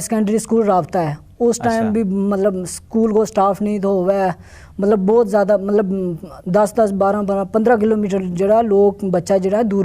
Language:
Gujari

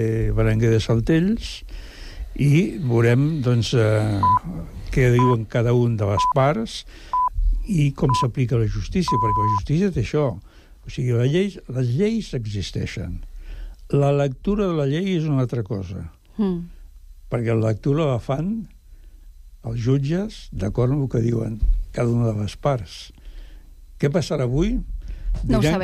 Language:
Catalan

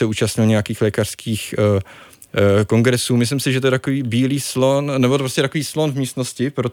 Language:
Czech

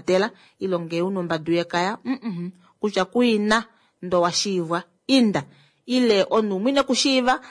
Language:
Kuanyama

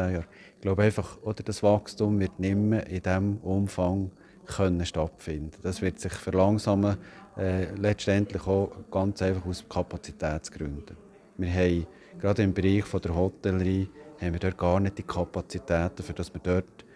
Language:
Swiss German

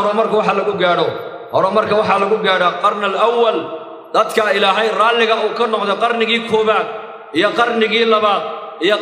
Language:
Somali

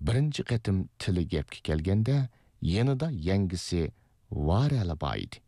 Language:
Uyghur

